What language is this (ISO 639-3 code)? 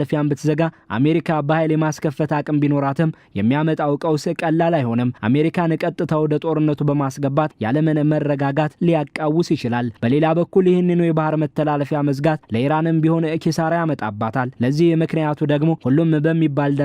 amh